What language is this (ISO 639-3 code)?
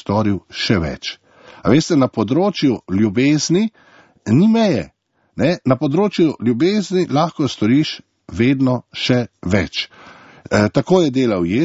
slv